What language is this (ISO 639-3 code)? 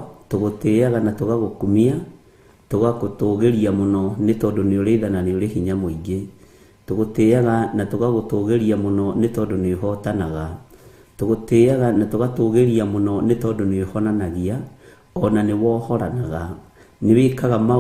kik